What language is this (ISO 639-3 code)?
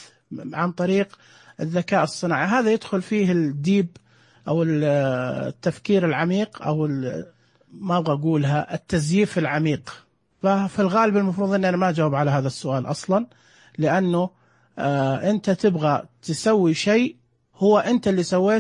ars